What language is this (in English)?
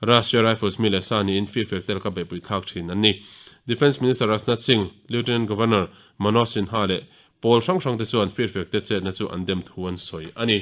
Mizo